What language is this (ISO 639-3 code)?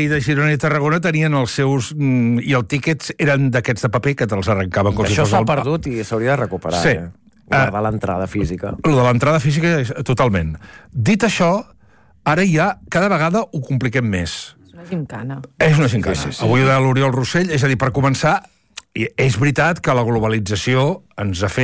cat